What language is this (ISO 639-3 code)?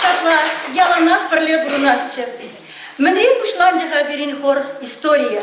chv